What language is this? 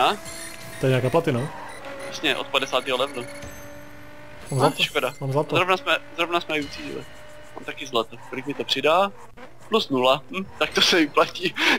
Czech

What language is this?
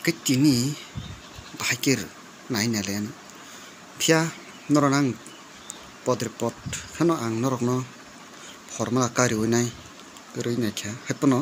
Kok Borok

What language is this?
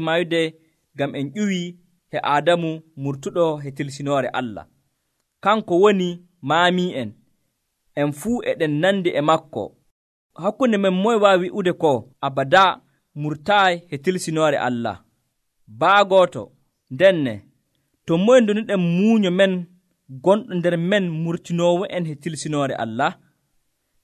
Nigerian Fulfulde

